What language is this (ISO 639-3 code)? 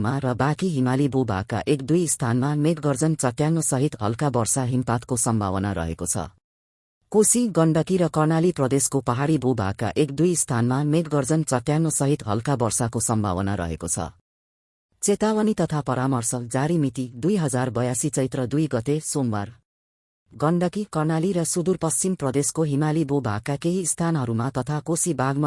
nep